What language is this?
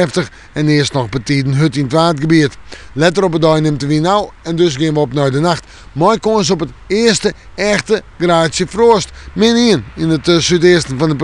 Western Frisian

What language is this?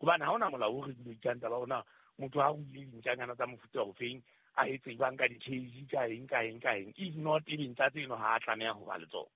Southern Sotho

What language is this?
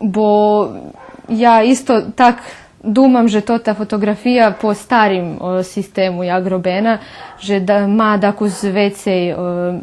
Rusyn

